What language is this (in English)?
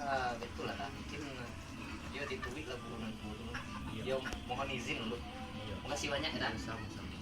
Minangkabau